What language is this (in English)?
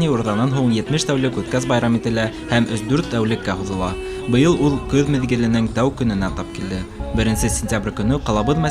Bashkir